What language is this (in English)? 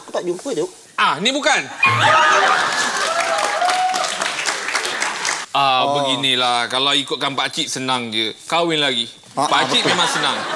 Malay